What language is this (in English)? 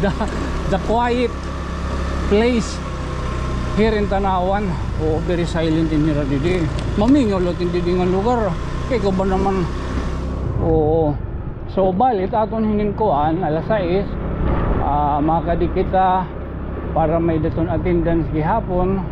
Waray